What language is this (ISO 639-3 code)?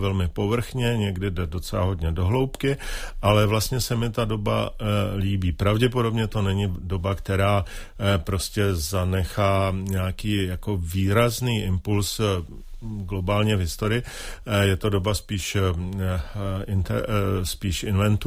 ces